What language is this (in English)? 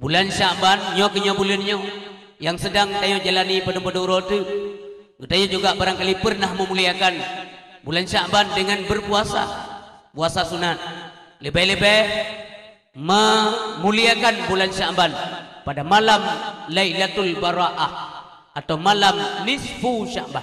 Achinese